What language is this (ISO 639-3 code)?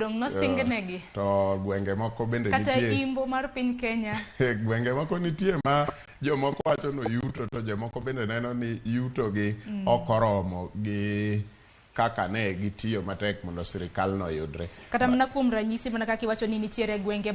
luo